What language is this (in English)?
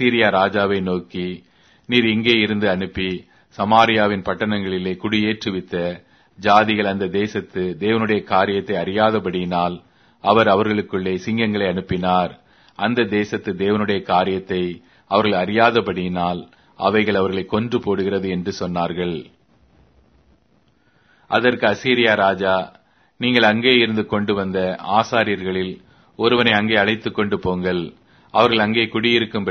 Tamil